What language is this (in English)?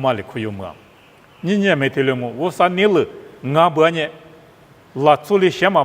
Lisu